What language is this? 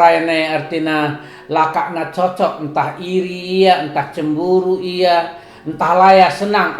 Batak Karo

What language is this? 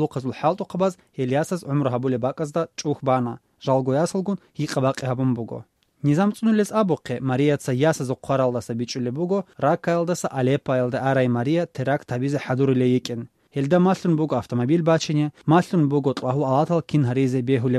Avaric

